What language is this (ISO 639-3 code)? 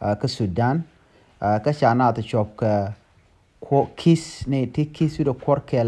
nus